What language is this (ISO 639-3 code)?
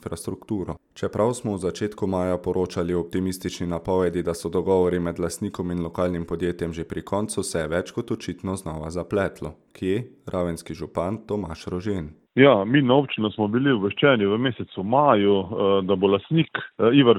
slv